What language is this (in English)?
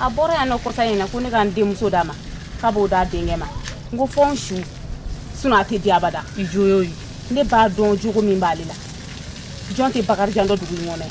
Bambara